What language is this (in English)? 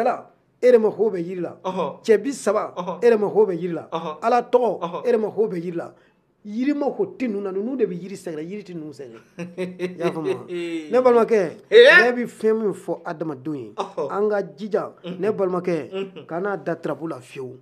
Bambara